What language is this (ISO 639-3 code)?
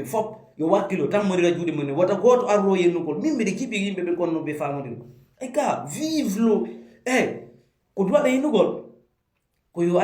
fuf